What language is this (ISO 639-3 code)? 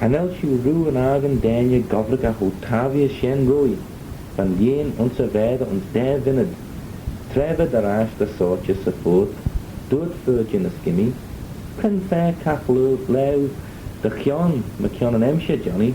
glv